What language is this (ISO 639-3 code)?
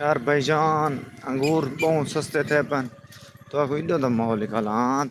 skr